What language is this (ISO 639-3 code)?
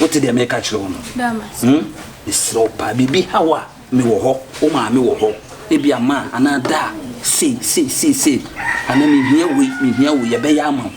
aka